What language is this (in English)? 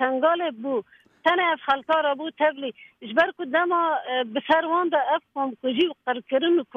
Kurdish